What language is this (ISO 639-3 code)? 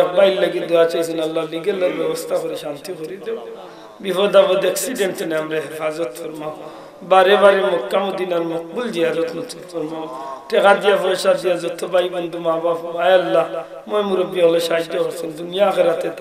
syl